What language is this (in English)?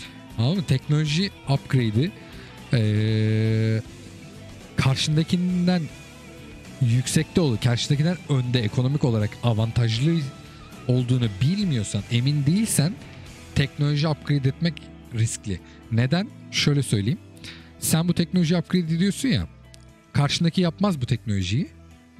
Turkish